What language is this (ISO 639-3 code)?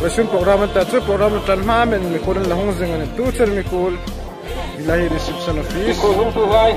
hmr